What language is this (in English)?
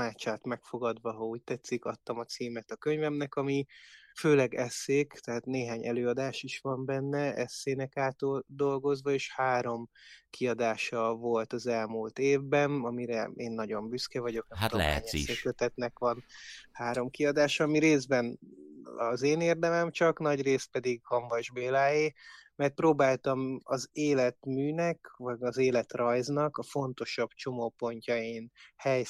Hungarian